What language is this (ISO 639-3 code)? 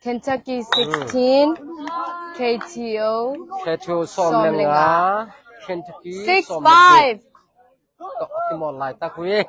ctd